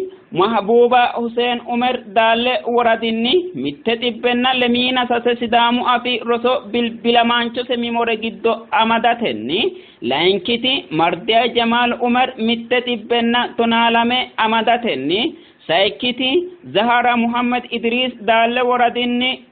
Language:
Sidamo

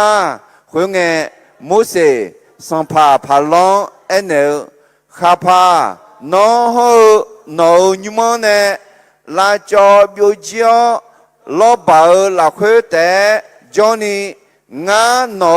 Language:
Akha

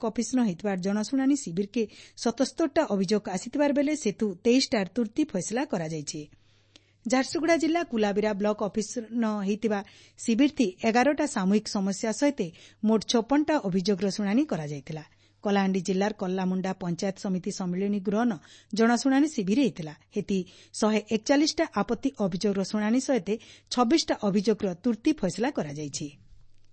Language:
Odia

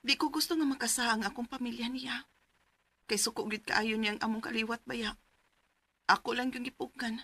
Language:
Cebuano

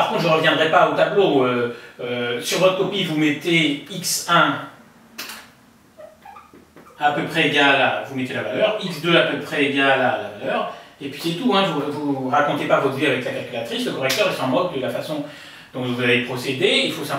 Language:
French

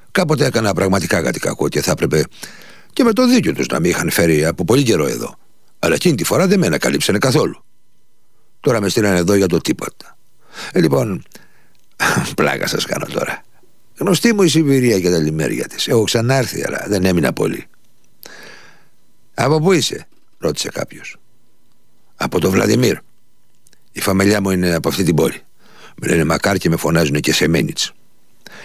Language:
Greek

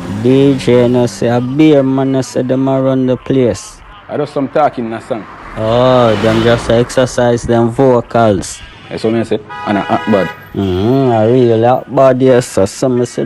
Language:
Jamaican Creole English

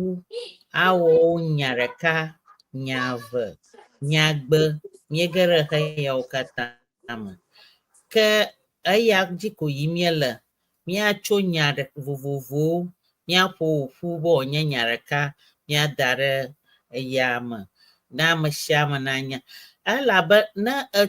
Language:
Ewe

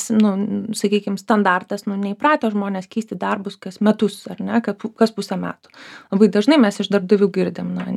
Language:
Lithuanian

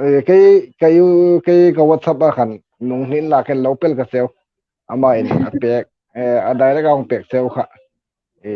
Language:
Hmar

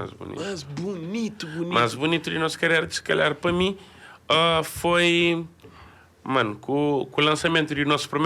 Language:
Kabuverdianu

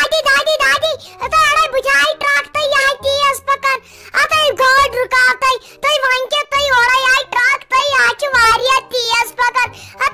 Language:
Kashmiri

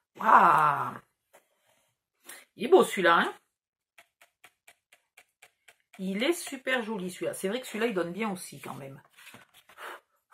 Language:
French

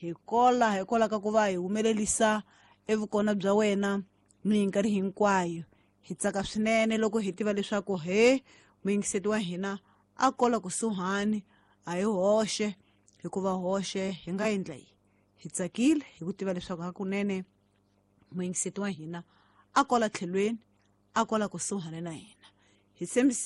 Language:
Tsonga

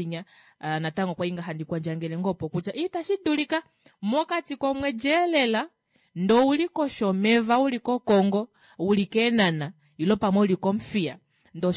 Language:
Kuanyama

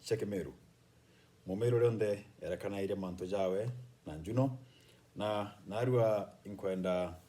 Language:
Meru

